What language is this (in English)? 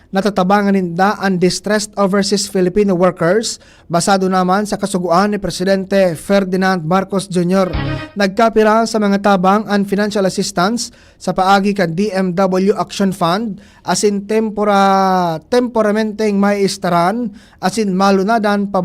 Bikol